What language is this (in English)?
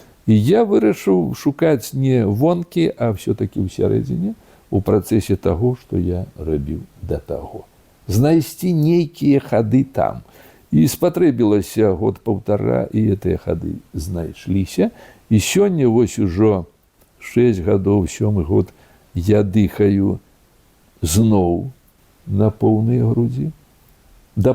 Belarusian